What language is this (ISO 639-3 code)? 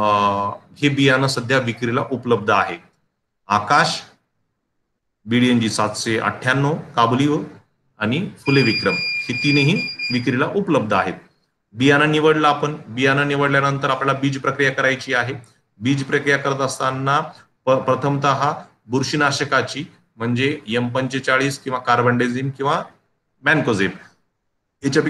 mar